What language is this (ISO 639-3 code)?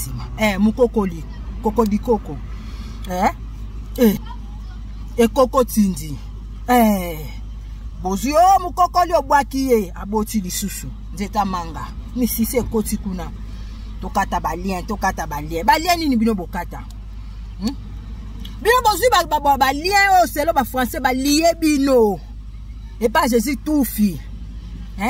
lin